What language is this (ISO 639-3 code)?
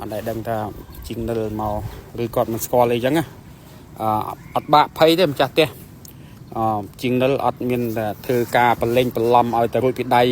khm